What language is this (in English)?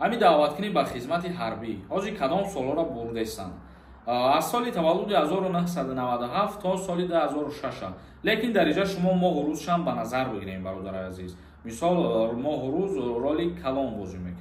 Tajik